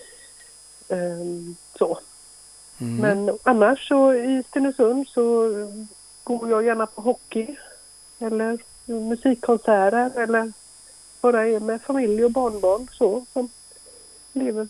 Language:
Swedish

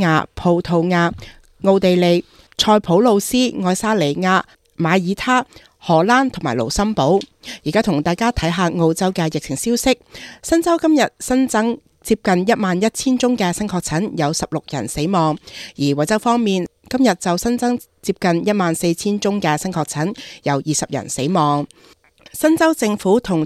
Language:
Cantonese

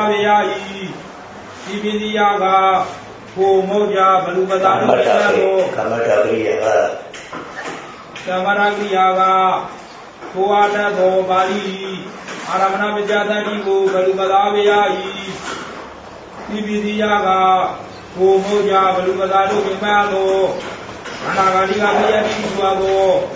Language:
Burmese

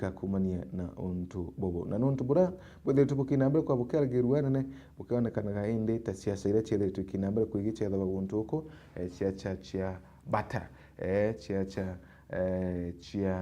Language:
Meru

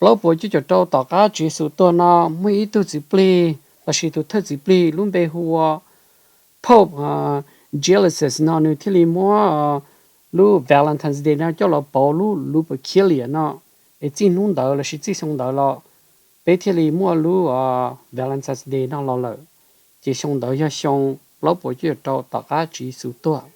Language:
Hmong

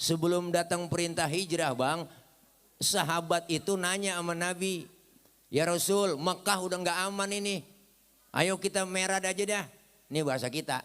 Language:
Betawi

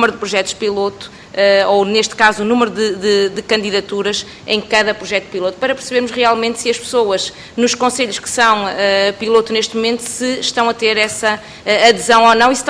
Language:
Portuguese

